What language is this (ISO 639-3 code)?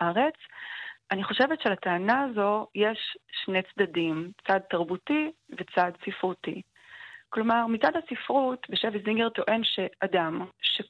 heb